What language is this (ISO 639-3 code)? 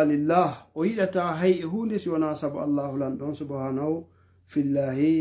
ful